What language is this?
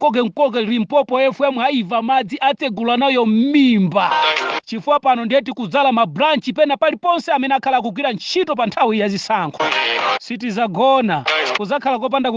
Nyanja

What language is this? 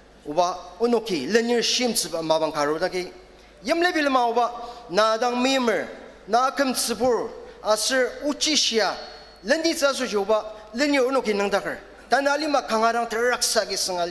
Ao Naga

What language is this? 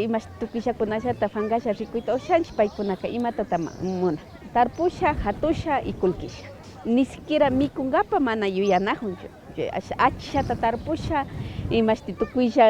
Imbabura Highland Quichua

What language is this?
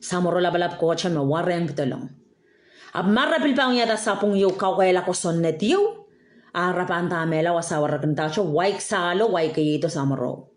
Pohnpeian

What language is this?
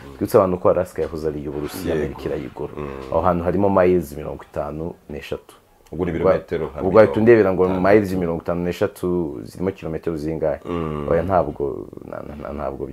Kinyarwanda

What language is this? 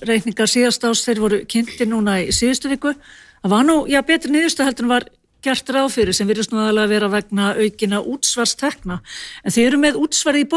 Icelandic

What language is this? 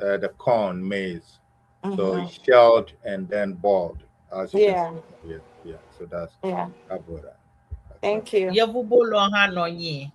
Ewe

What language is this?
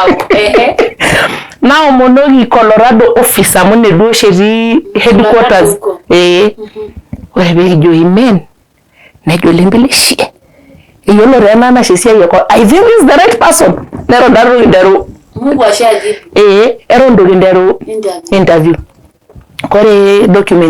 Masai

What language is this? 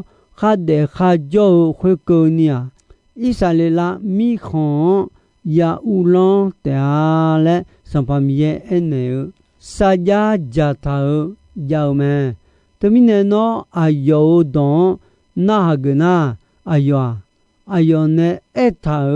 Akha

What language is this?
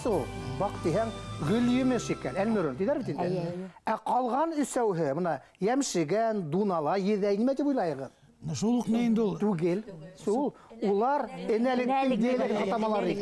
Bashkir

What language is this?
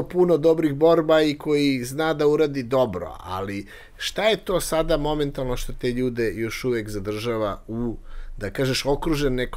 Serbian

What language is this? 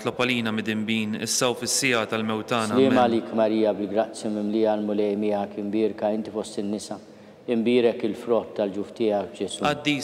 Maltese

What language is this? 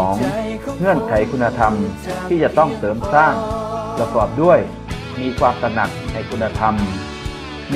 Thai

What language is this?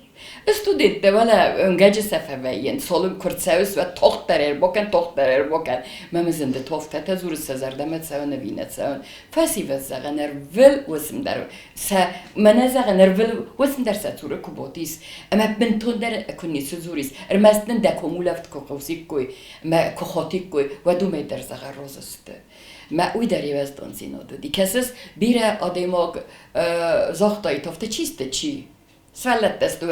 Ossetic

